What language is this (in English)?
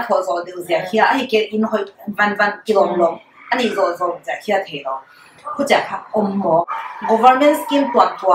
Paite Chin